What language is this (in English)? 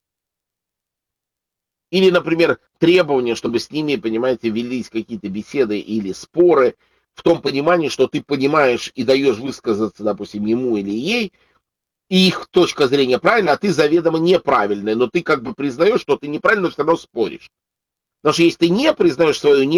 Russian